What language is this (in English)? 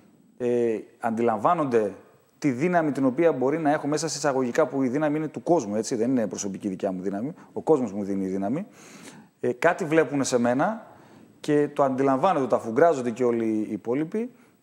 Greek